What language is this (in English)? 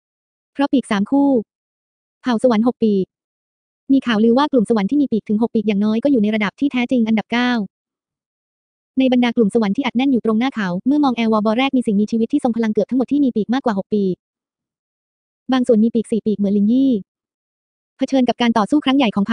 Thai